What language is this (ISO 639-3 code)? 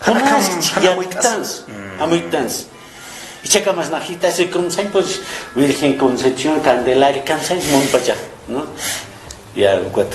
aym